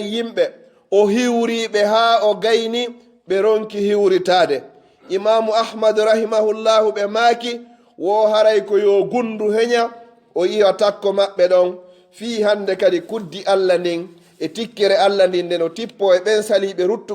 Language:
Pular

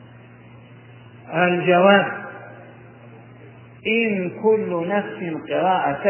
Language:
Arabic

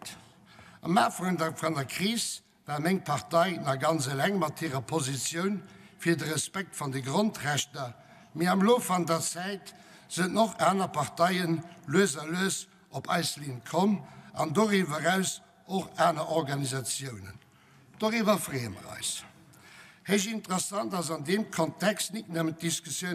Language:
Luxembourgish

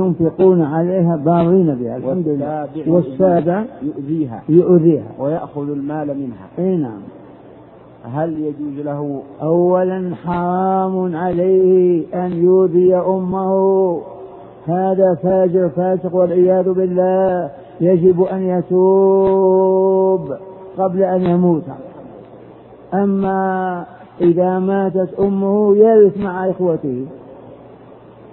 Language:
Arabic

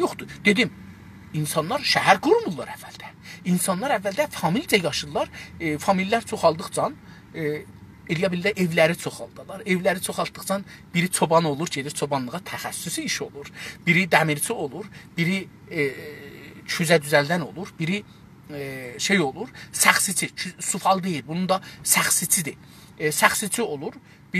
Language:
South Azerbaijani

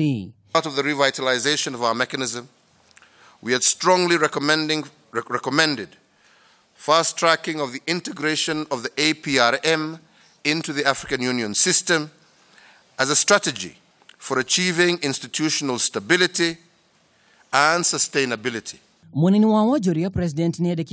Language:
Kikuyu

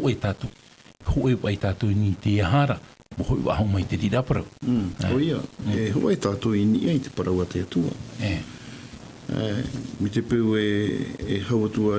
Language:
Tahitian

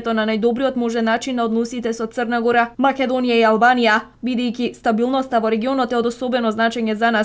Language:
Macedonian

